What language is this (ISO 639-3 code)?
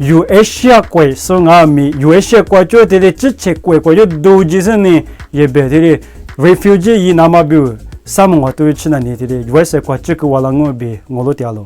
lis